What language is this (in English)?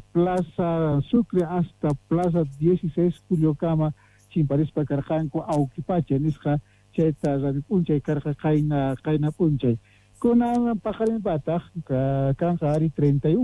Quechua